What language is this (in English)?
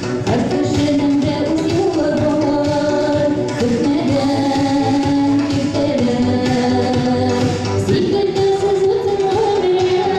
Bashkir